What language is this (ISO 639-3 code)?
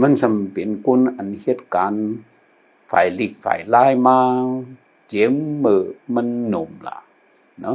shn